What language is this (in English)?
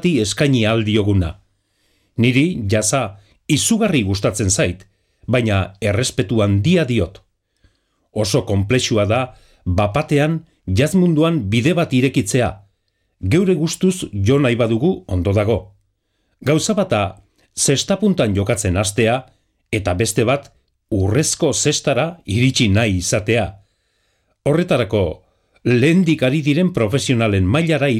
Basque